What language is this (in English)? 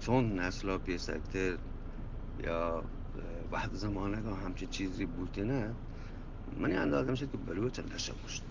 Eastern Balochi